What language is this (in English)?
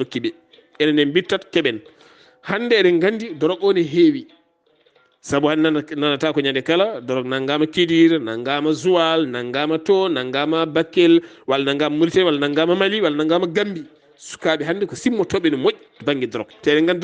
Fula